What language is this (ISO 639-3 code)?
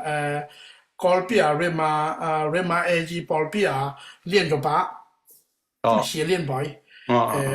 ctd